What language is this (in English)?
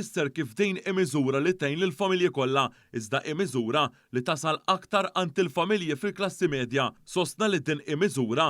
Maltese